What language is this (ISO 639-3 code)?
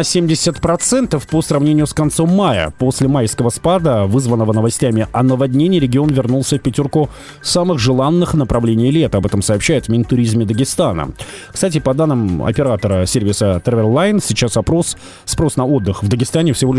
rus